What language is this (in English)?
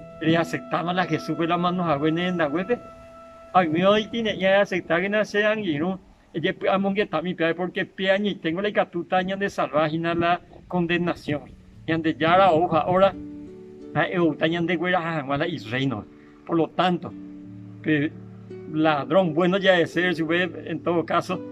Guarani